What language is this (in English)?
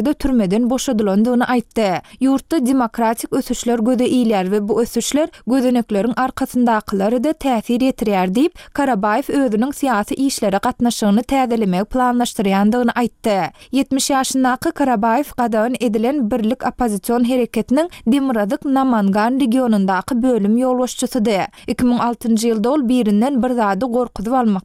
Turkmen